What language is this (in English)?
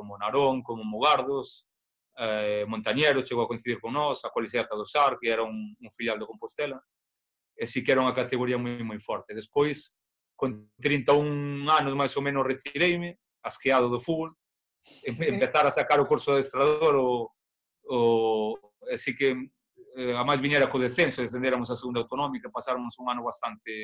Galician